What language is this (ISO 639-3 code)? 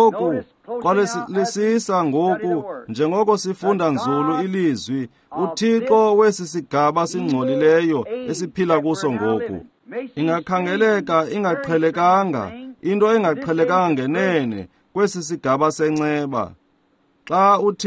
xho